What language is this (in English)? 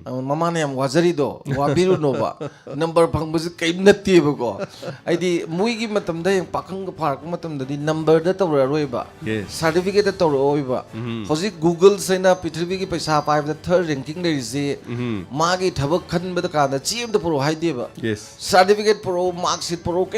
Manipuri